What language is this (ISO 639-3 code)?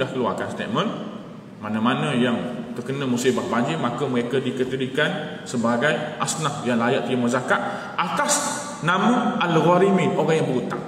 msa